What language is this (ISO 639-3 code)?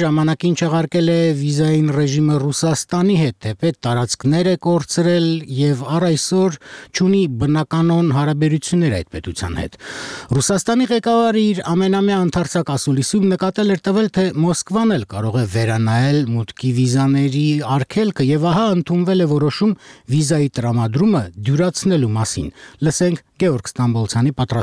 hye